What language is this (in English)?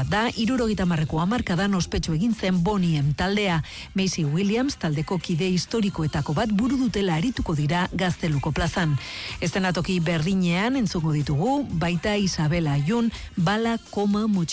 Basque